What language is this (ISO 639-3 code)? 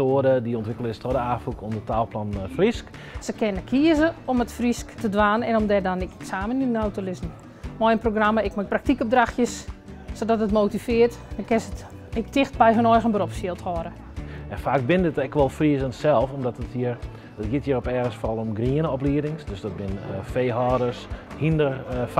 fry